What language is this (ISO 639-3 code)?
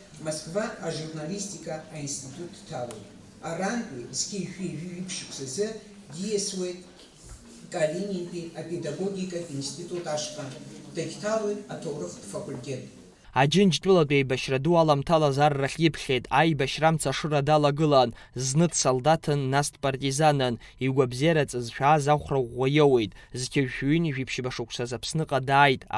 abk